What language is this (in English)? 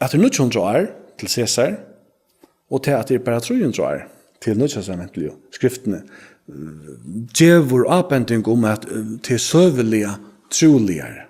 Faroese